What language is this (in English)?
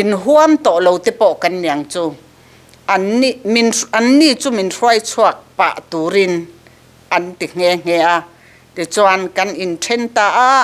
Mizo